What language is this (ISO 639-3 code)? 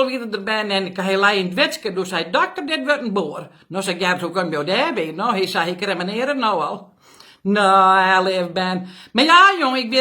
fry